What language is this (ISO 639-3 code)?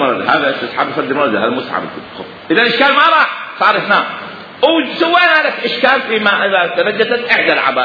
acm